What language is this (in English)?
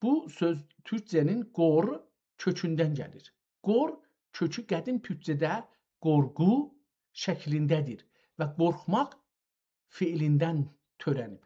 South Azerbaijani